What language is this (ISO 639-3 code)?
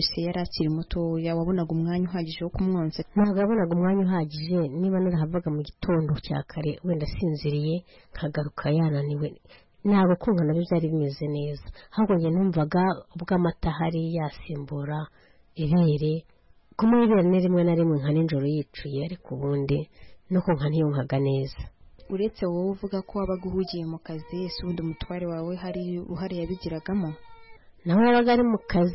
kin